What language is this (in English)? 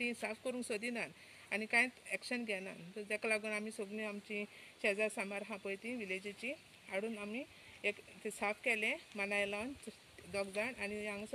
Konkani